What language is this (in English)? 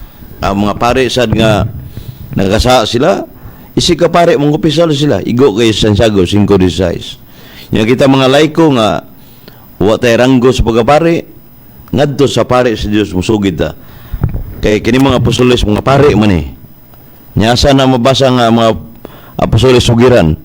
Cebuano